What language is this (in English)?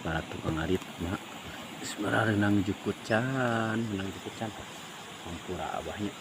Sundanese